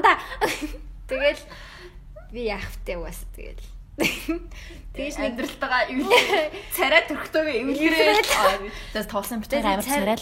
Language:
Mongolian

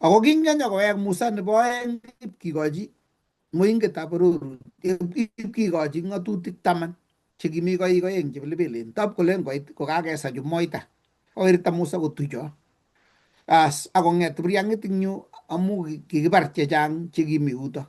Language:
Kalenjin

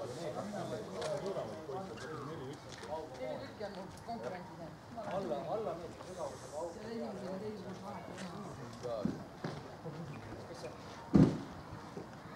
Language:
Estonian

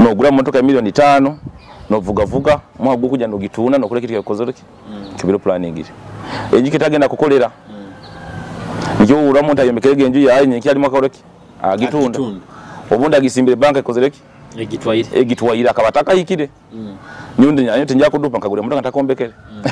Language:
Nyoro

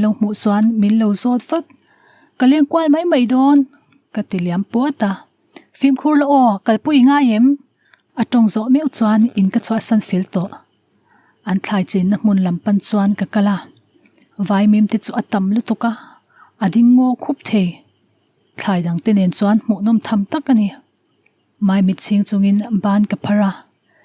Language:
Mizo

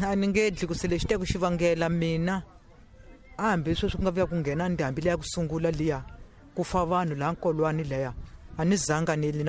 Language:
Tsonga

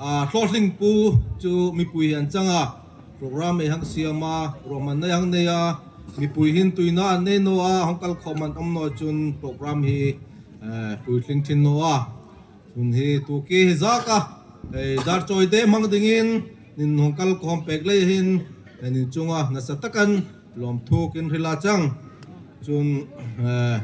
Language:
Darlong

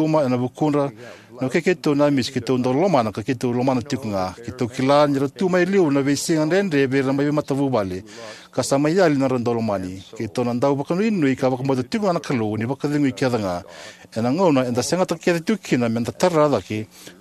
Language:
Fijian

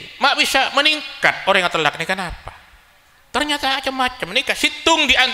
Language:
Madurese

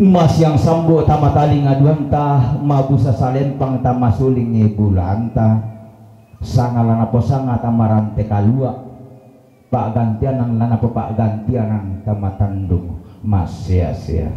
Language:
Toraja-Sa'dan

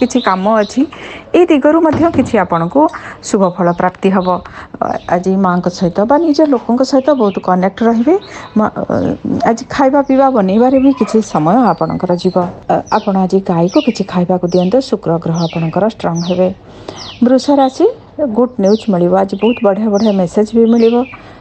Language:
Odia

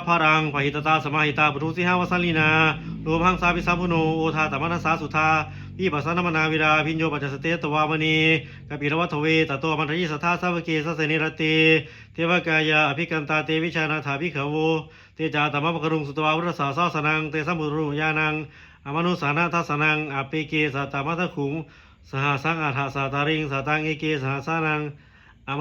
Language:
Pali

